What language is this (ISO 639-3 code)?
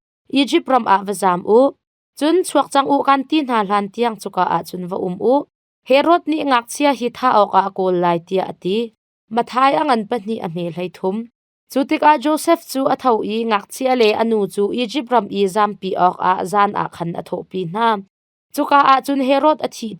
cnh